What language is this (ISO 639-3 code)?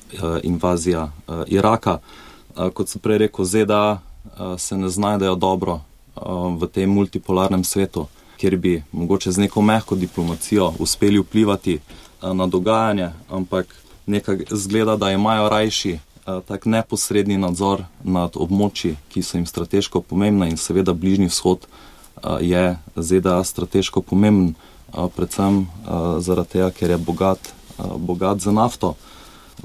slv